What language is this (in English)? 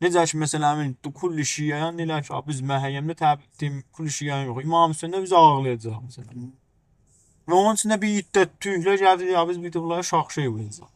South Azerbaijani